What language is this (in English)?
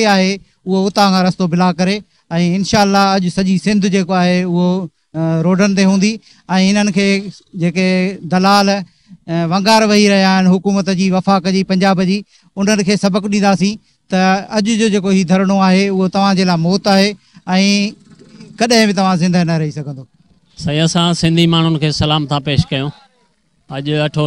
Sindhi